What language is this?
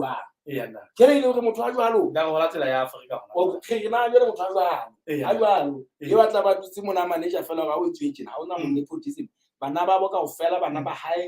Southern Sotho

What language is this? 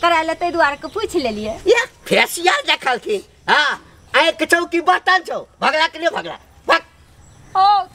Maithili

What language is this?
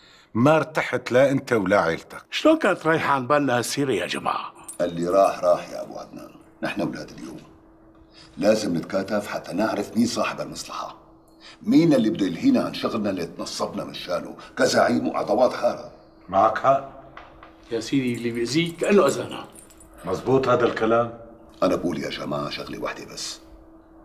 North Levantine Arabic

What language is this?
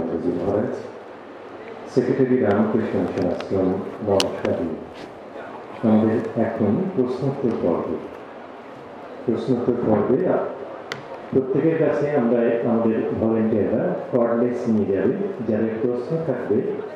Bangla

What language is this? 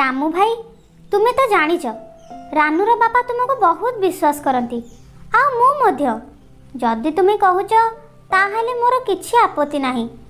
Odia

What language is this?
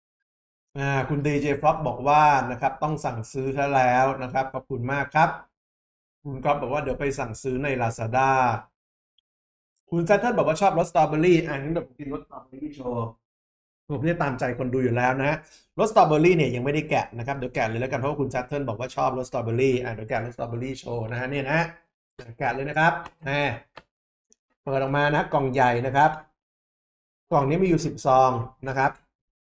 Thai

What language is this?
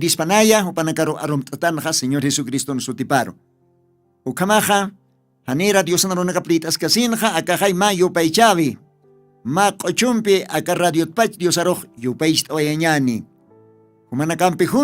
Aymara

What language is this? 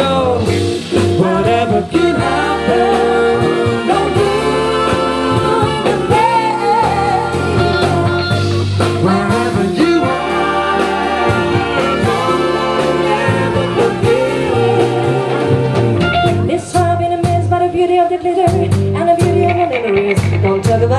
English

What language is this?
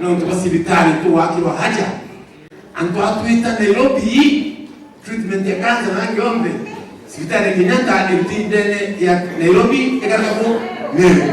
Meru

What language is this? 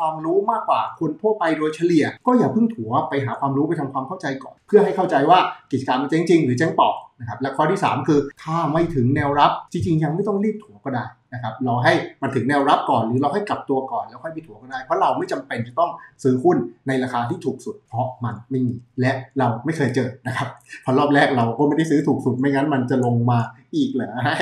Thai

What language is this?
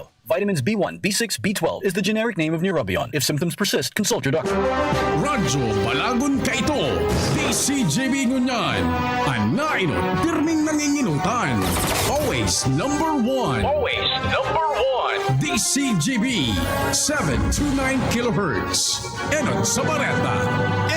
Bikol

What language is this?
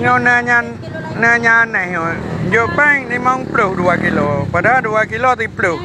Achinese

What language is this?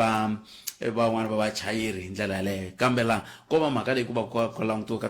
Tsonga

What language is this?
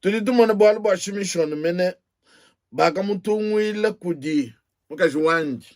Luba-Lulua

